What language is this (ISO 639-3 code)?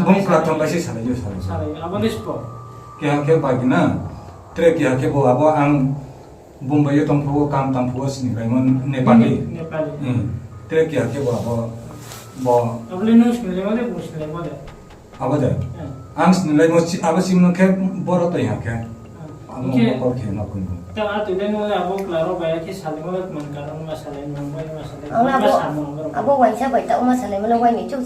ria